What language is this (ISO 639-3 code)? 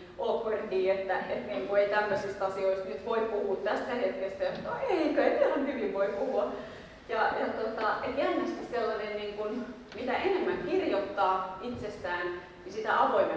fin